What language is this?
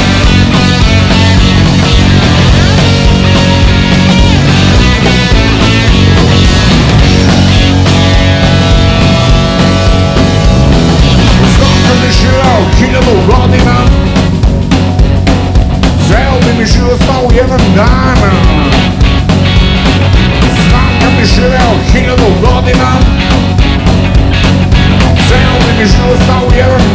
Serbian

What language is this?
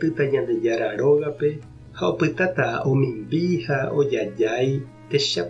Guarani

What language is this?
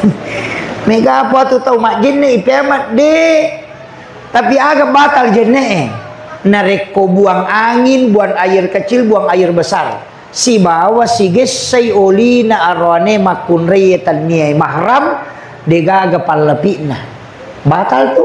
Buginese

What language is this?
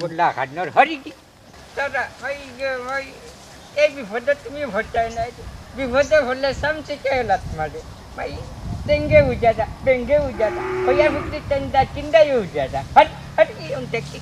Sylheti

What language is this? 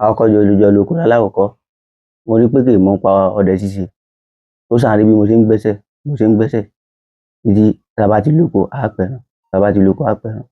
Yoruba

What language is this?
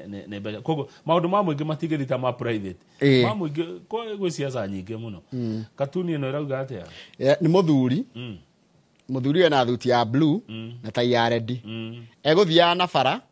Kikuyu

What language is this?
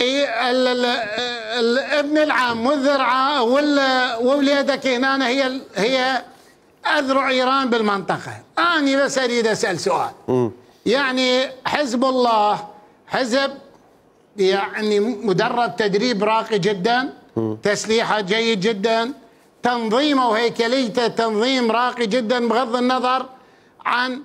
Mesopotamian Arabic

